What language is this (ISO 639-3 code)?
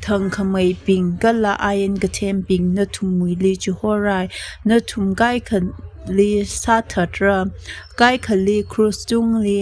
nmf